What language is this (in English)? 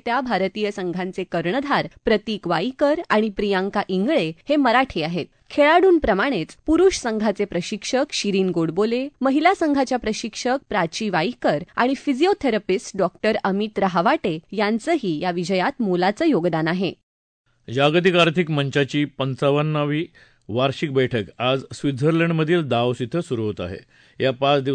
Marathi